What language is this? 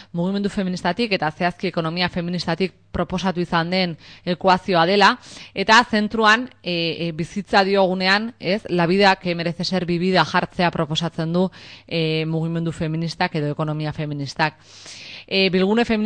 Basque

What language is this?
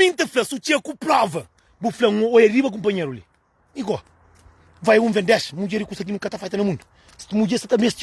Kabuverdianu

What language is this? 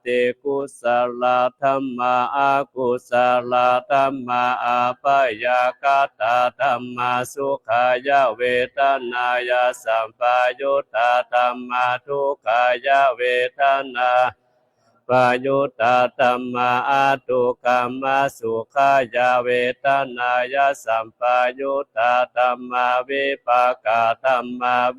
Pali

